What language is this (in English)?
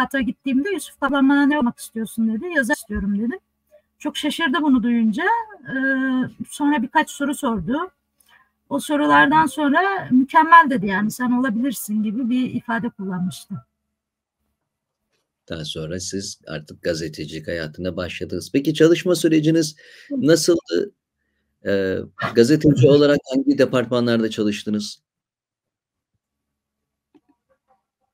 Turkish